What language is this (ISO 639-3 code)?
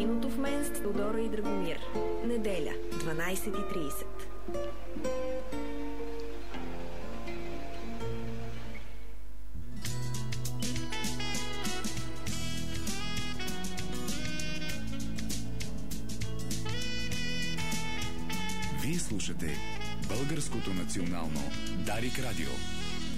bul